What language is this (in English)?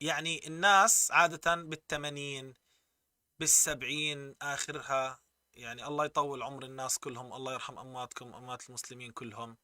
North Levantine Arabic